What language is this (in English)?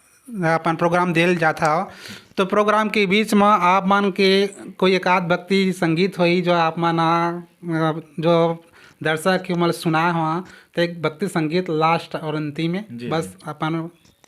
Chhattisgarhi